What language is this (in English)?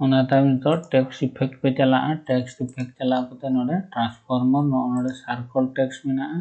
Santali